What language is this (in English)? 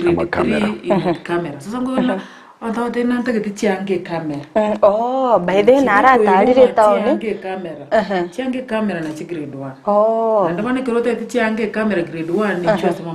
Gusii